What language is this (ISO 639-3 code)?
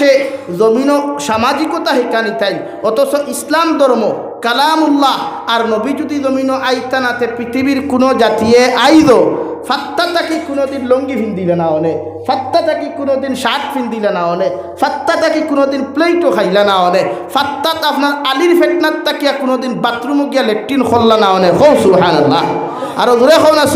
syl